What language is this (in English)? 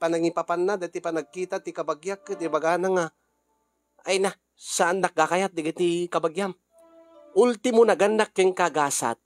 Iloko